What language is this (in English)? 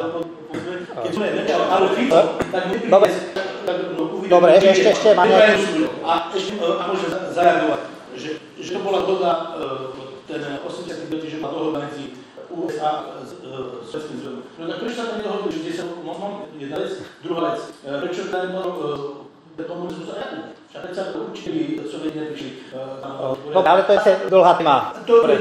Slovak